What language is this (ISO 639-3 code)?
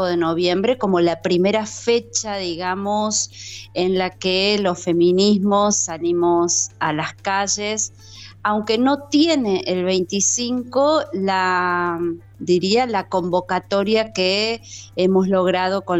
spa